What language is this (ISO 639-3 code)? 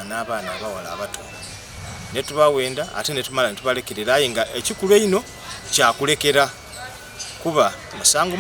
xog